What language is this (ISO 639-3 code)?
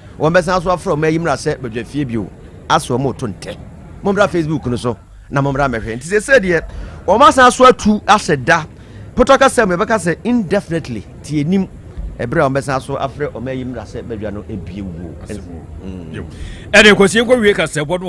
aka